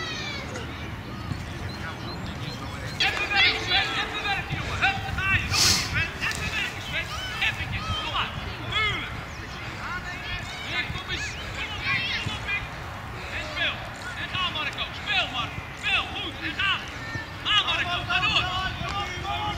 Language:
Dutch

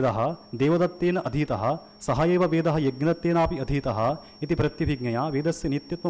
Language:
Sanskrit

